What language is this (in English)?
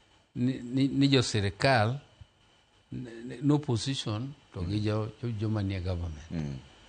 Luo (Kenya and Tanzania)